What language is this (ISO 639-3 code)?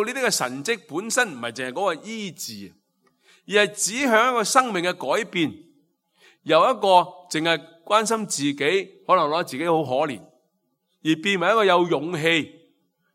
yue